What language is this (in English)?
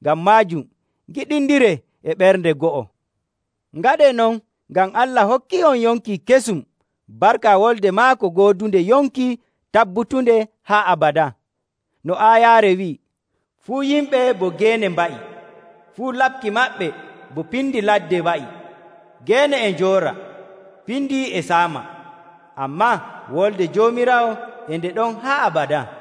Nigerian Fulfulde